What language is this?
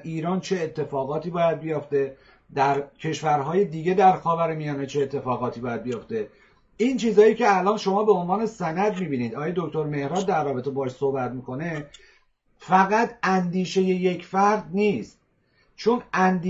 Persian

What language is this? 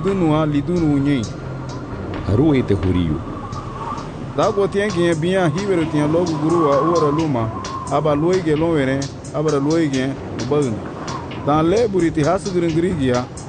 Garifuna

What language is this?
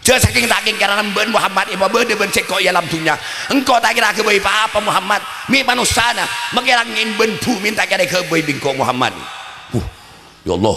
Madurese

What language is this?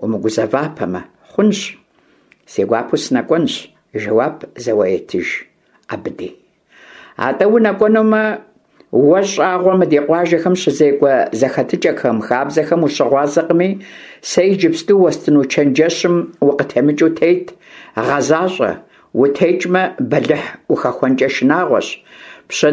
Kabardian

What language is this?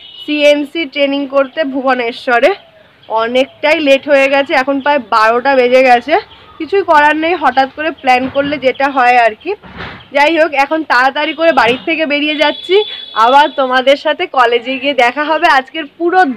Bangla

